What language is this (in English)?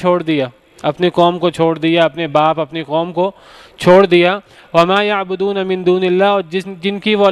Urdu